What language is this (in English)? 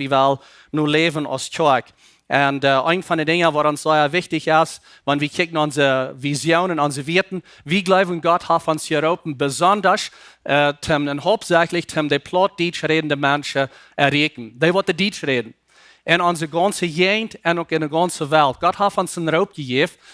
Plautdietsch